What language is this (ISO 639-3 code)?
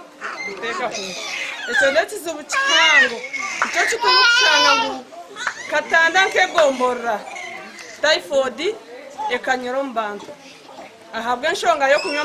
nyn